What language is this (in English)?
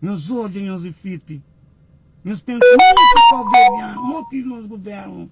Kabuverdianu